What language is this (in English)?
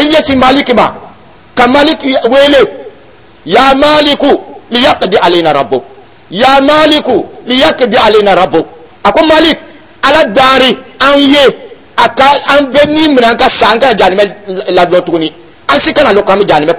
Dyula